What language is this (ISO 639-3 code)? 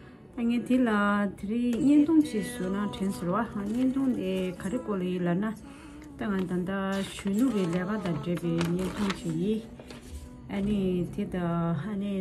bod